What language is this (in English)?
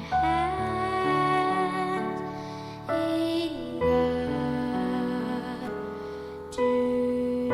Batak Simalungun